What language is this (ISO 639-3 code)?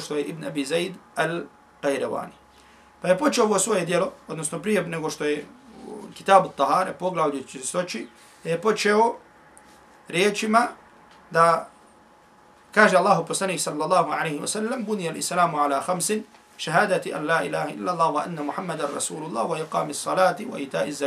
bos